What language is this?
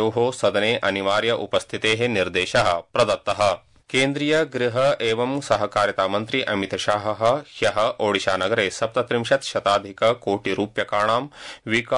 Sanskrit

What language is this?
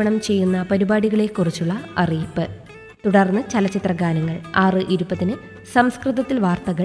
Malayalam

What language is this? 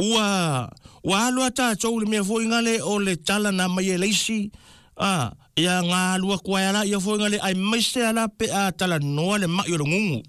Samoan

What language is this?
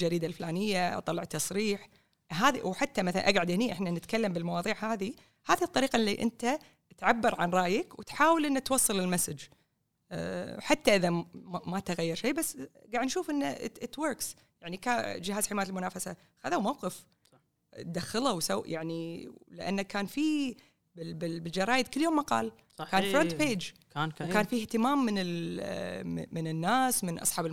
Gulf Arabic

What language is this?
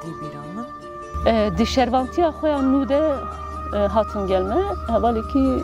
Kurdish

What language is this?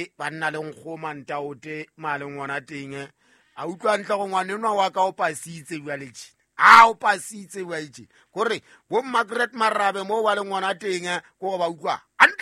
Southern Sotho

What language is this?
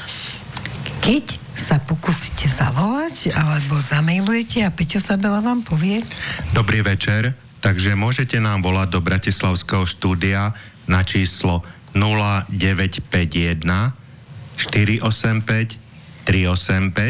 Slovak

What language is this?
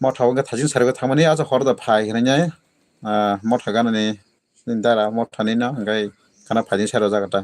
Kok Borok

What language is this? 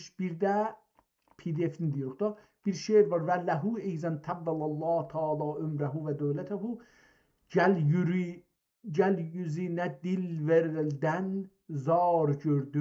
South Azerbaijani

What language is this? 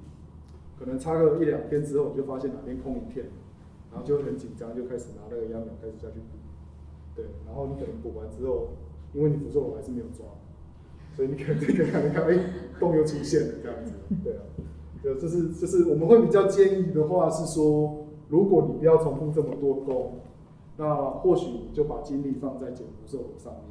Chinese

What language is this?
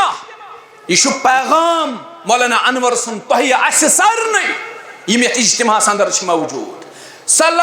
Kashmiri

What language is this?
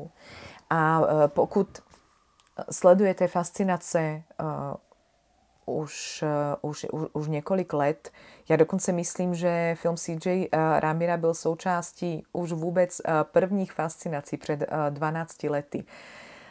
Czech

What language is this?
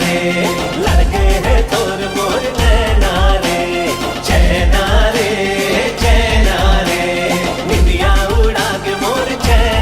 Chhattisgarhi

